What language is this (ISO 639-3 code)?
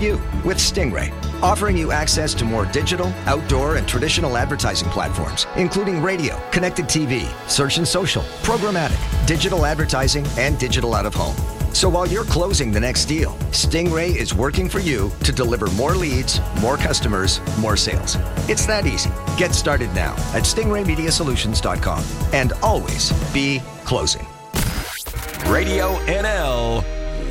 eng